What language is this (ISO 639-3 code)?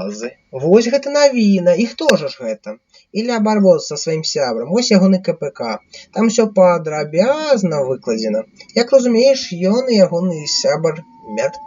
bel